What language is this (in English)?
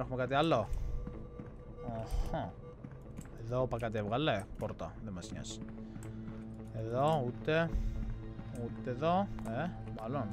Greek